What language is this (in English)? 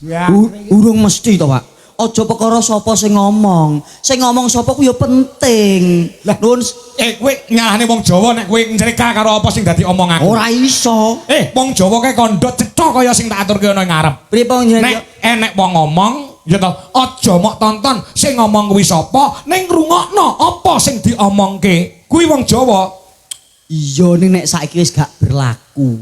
Javanese